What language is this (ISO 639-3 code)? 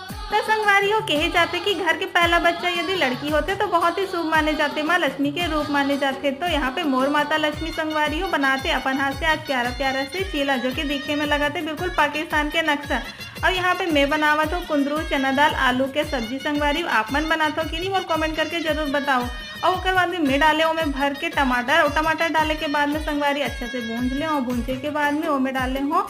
hne